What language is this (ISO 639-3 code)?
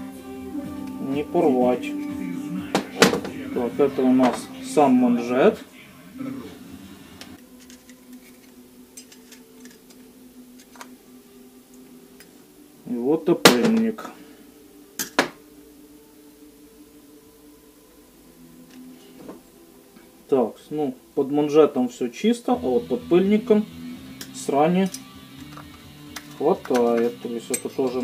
rus